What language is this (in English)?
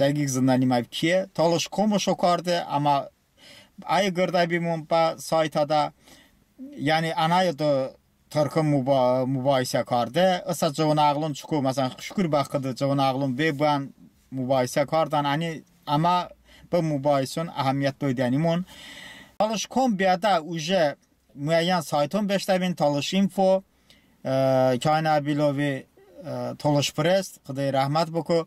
Talysh